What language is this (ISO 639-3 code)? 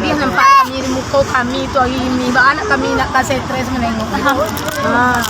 min